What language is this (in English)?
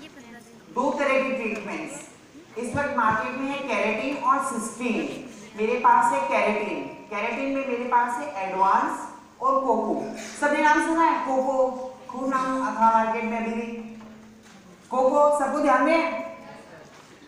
Hindi